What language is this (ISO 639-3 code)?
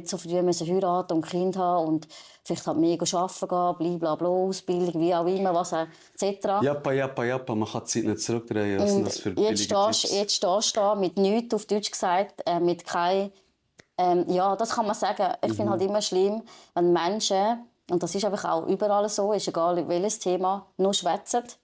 gsw